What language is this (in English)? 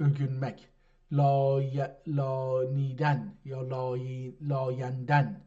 South Azerbaijani